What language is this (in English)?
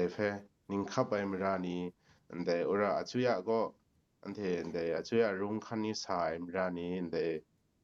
Kachin